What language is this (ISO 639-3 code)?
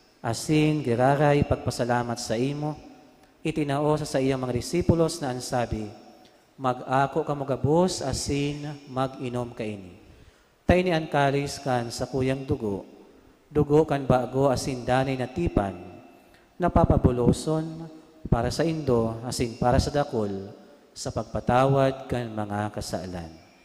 bik